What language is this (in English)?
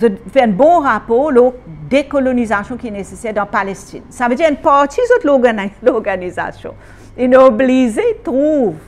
Morisyen